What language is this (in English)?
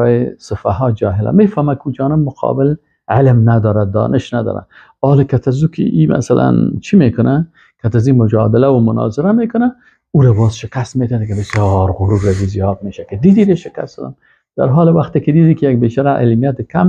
Persian